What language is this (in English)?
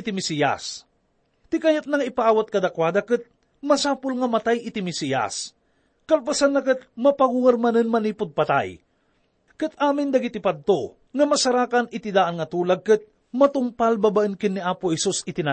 Iloko